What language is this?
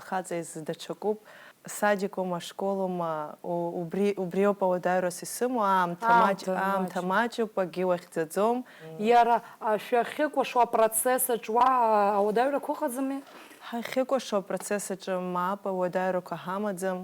Abkhazian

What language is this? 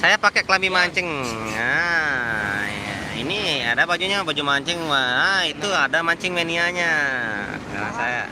Sasak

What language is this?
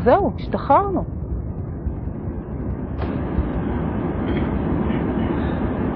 Hebrew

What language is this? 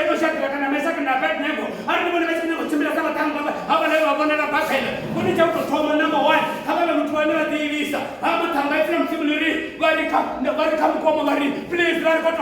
Venda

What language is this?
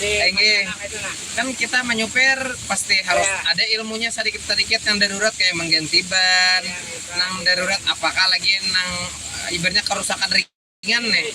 Banjar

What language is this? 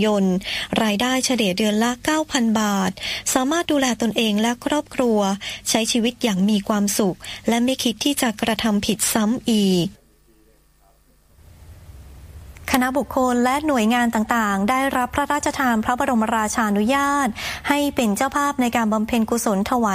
Thai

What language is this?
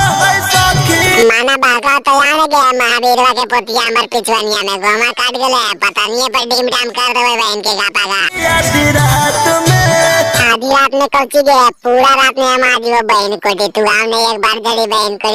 Magahi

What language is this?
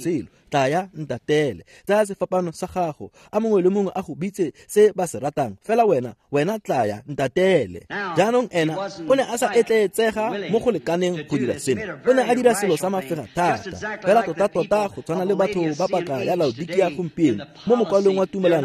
Tswana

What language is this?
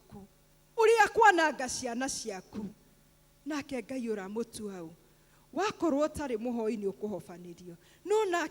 Kikuyu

